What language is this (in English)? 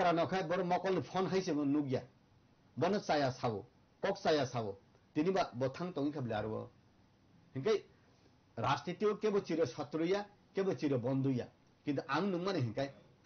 Kok Borok